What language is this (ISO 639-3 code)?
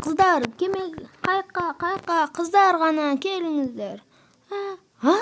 kaz